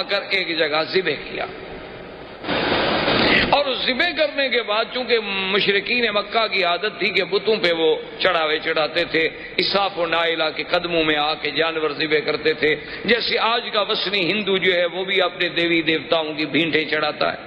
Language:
Urdu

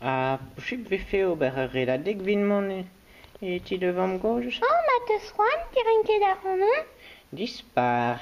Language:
Breton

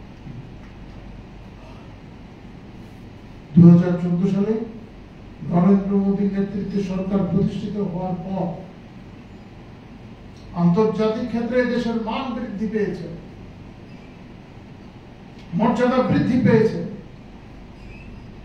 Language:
Bangla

